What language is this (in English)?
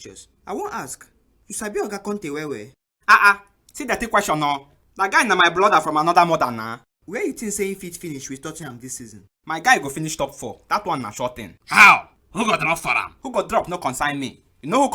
Nigerian Pidgin